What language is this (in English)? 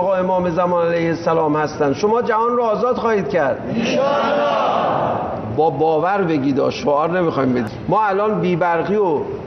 Persian